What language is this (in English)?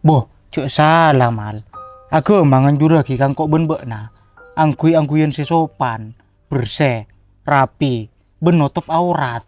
Madurese